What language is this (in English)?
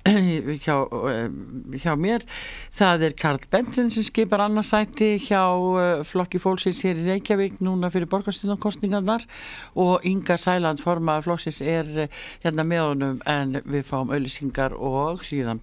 Icelandic